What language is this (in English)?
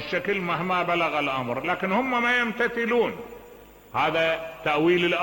Mesopotamian Arabic